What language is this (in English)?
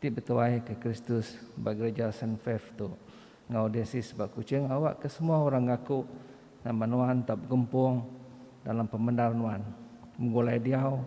Iban